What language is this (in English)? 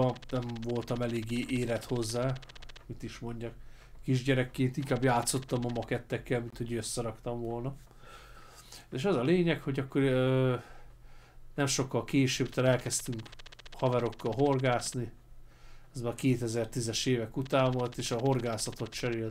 Hungarian